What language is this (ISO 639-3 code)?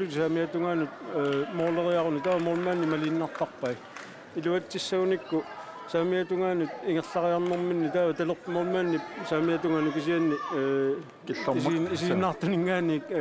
kal